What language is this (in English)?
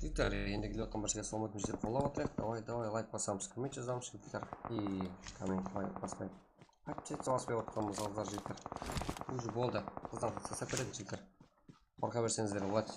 Kara-Kalpak